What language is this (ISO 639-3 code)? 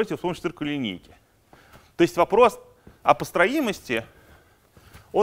rus